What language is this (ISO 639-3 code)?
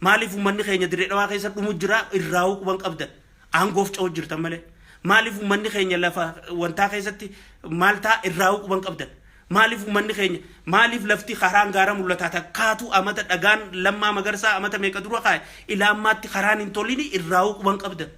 orm